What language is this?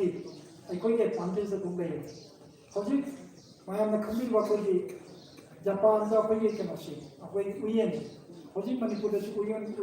Manipuri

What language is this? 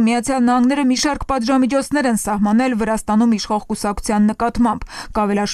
Armenian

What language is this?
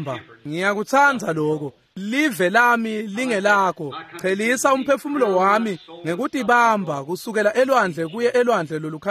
Swati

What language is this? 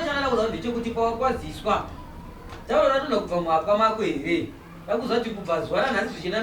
Shona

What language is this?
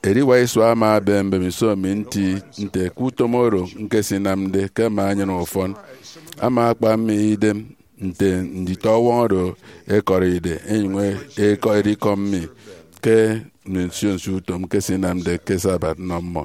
Efik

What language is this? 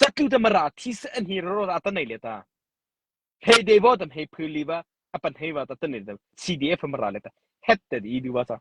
Mara Chin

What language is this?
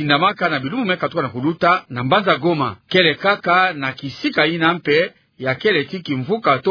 Kituba (Democratic Republic of Congo)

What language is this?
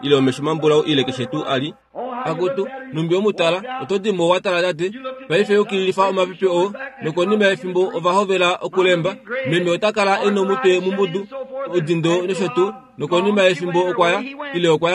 Kuanyama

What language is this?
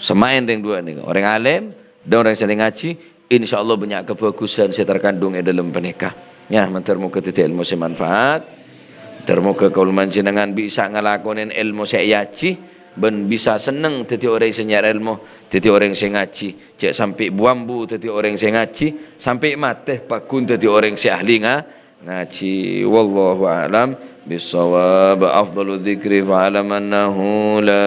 Madurese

